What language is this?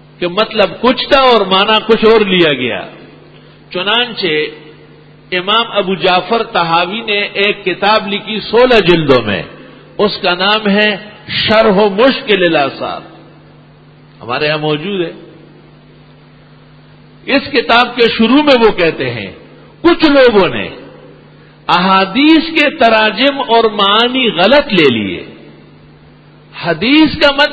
Urdu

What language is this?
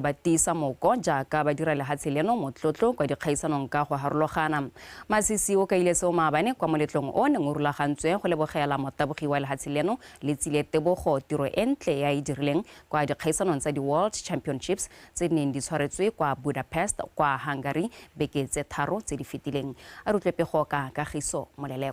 Tswana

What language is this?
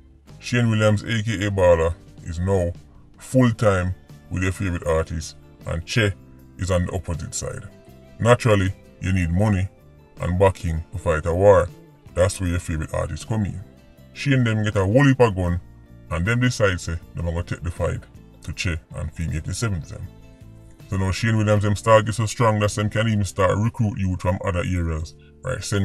Jamaican Creole English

